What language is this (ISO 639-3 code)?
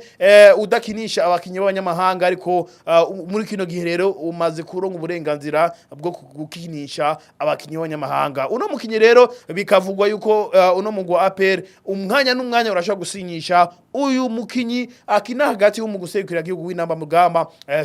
run